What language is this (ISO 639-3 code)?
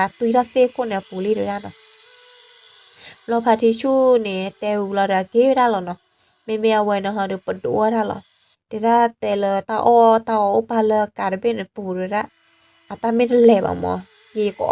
ksw